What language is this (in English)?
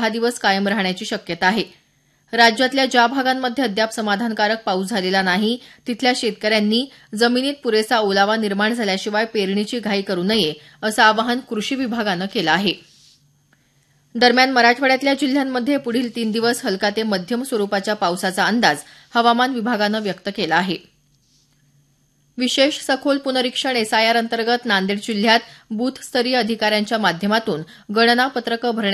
Marathi